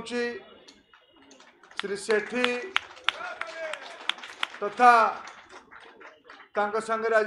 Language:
Odia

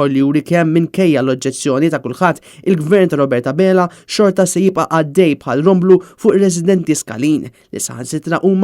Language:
Maltese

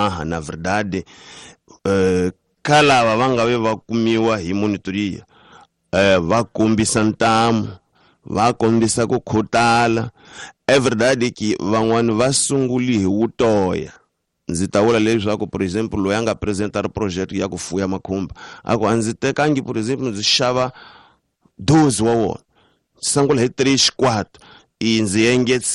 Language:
Tsonga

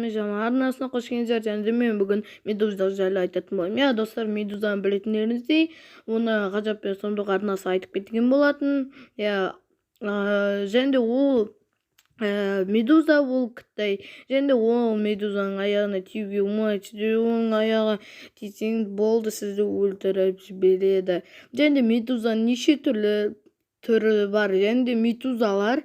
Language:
Kazakh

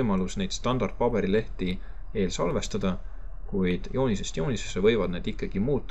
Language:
Estonian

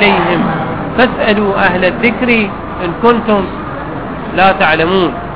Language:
Arabic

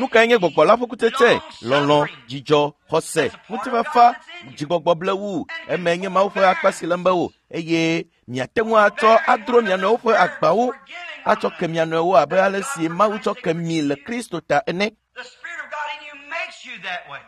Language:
Ewe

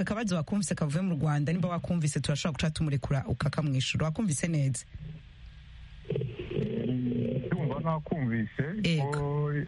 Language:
Kinyarwanda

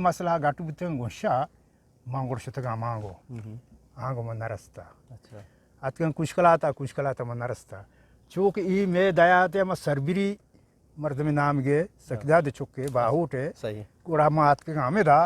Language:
Eastern Balochi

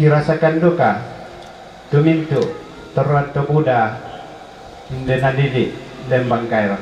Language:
Toraja-Sa'dan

